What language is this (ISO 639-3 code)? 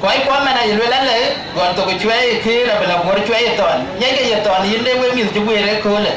din